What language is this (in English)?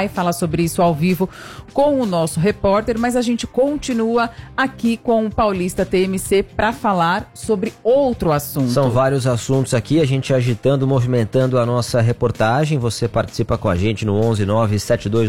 Portuguese